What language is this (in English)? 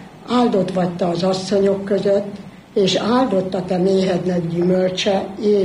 Hungarian